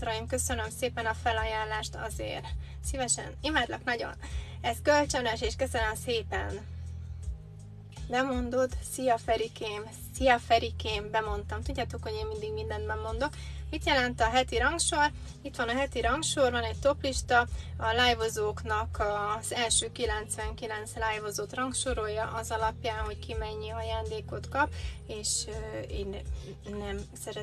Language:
Hungarian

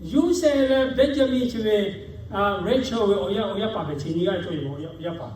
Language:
Lahu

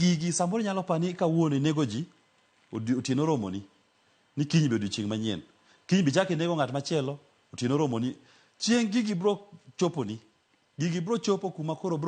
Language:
Luo (Kenya and Tanzania)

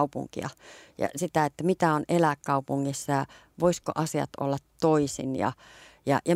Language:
Finnish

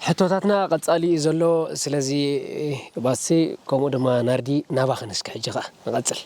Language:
Tigrinya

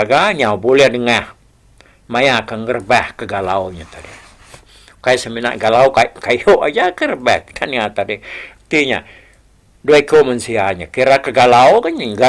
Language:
Iban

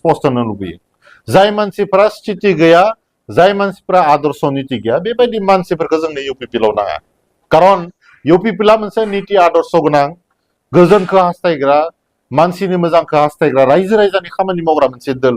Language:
Bodo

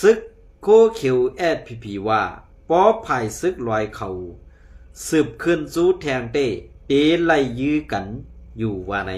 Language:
Shan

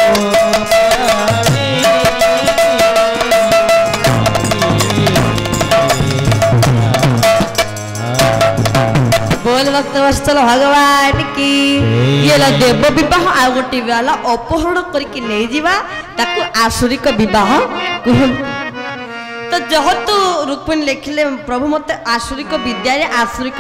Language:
Odia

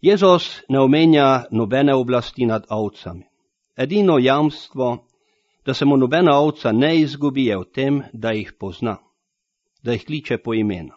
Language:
Slovenian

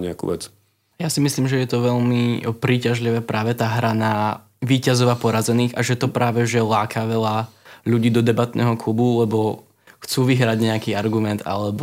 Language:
Slovak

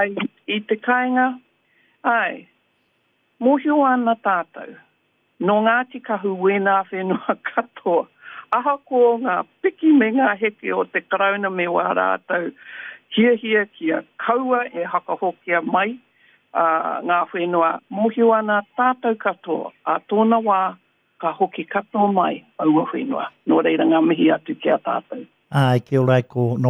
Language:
Māori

